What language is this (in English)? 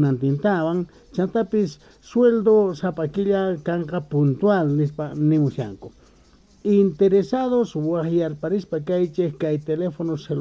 Quechua